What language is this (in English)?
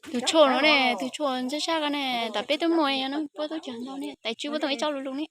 Hmong